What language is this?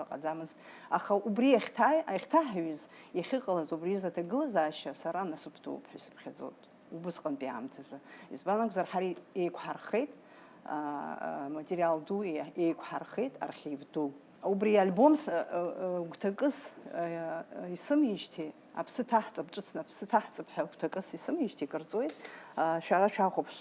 Abkhazian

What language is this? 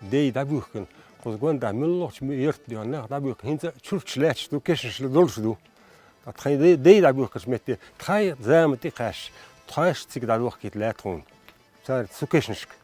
Chechen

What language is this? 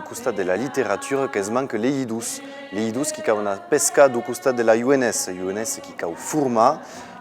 Occitan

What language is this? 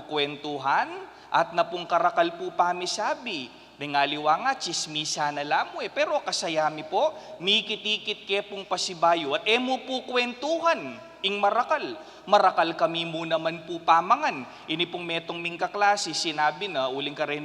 Pampanga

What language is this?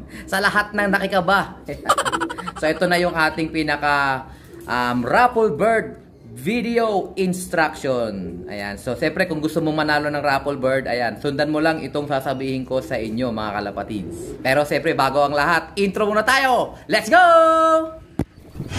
Filipino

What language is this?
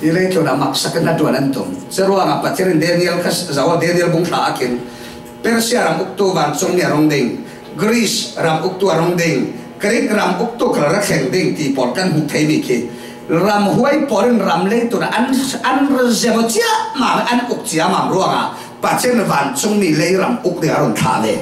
Falam Chin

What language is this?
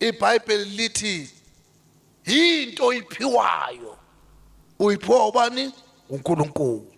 Zulu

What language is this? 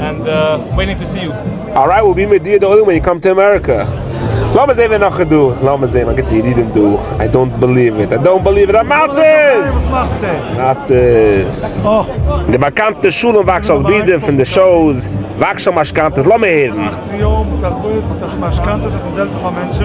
Yiddish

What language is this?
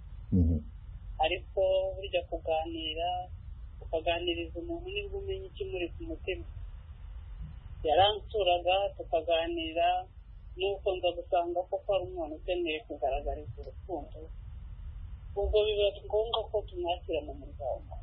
Kinyarwanda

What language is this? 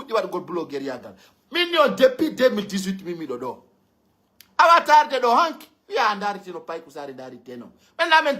Pular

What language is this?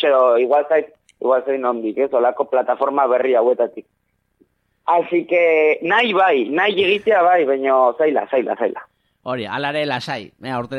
Basque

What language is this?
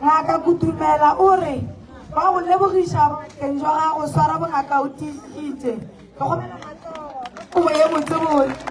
Northern Sotho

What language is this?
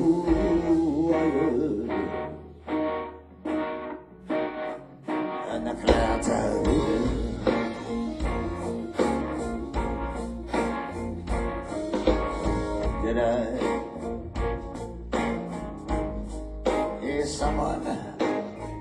English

